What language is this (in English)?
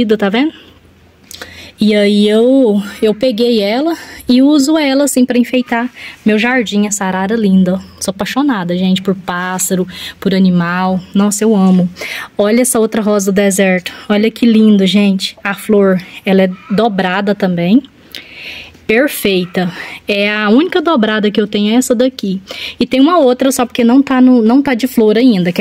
Portuguese